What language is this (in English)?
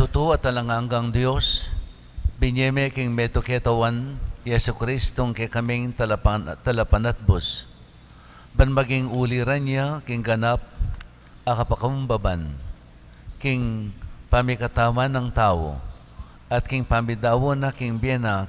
Pampanga